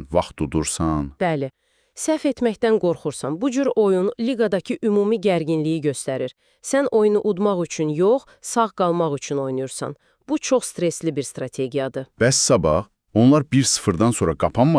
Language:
Azerbaijani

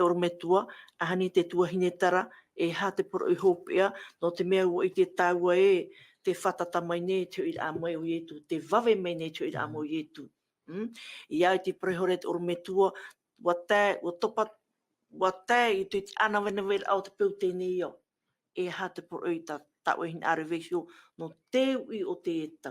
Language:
Tahitian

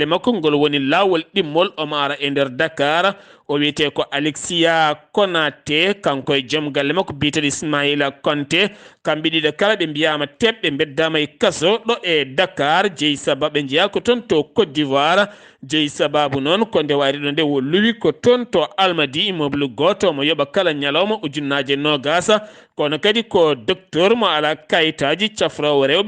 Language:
Fula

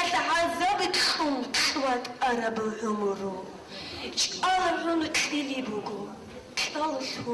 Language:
Avaric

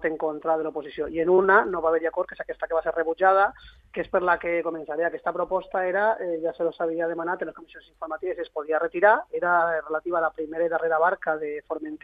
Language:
Catalan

